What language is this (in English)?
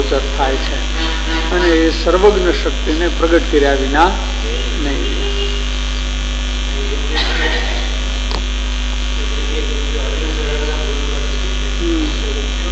Gujarati